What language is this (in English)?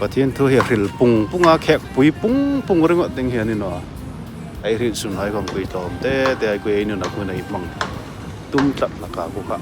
Hmar